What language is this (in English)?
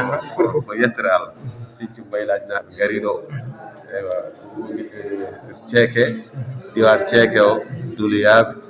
Fula